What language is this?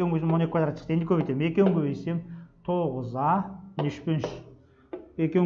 Kazakh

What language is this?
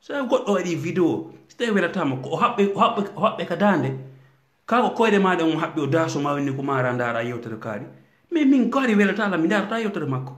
Fula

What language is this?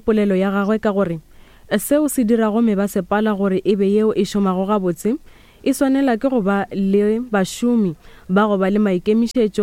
Northern Sotho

